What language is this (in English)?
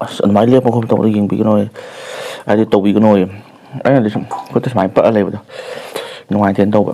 Manipuri